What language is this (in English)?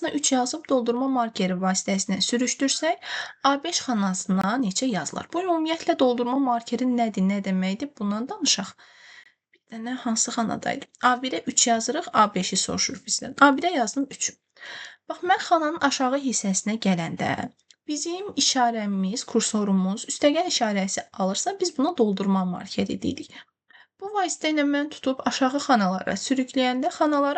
Azerbaijani